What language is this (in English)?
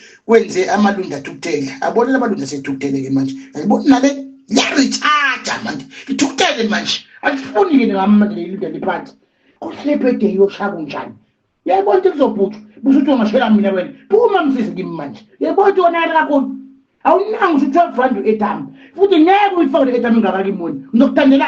Zulu